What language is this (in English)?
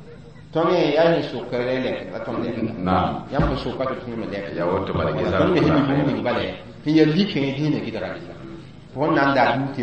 Mossi